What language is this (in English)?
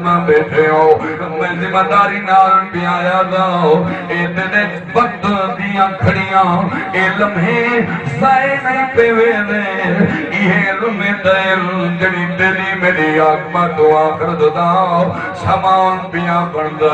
Saraiki